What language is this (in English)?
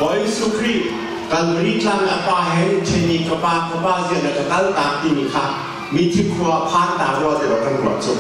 Hakha Chin